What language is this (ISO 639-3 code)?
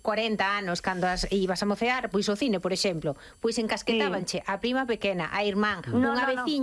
glg